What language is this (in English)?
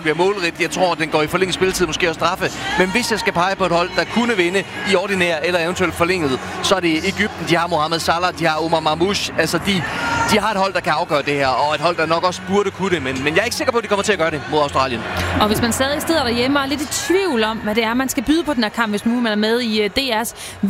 Danish